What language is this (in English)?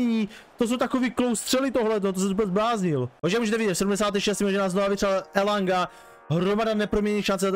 Czech